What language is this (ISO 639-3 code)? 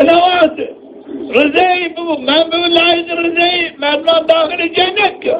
zza